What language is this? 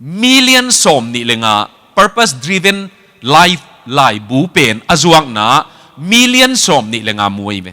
Tedim Chin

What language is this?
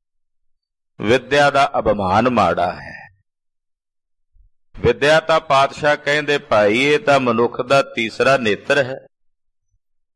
Punjabi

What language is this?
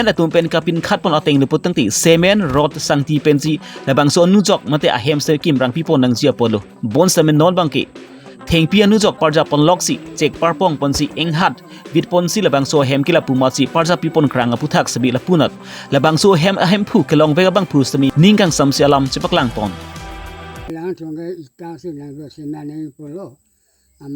Karbi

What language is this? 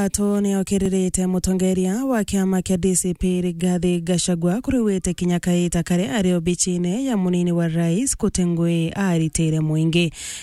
Meru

